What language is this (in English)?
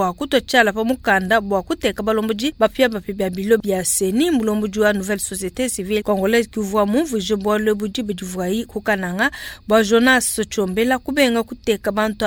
Luba-Lulua